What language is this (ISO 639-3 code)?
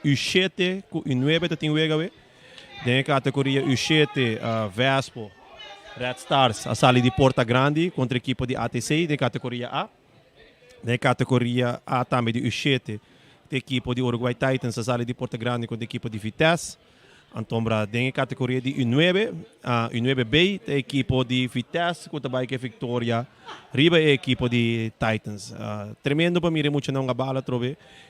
pap